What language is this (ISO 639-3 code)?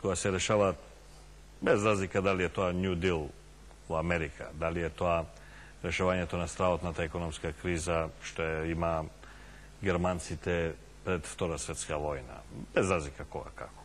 mkd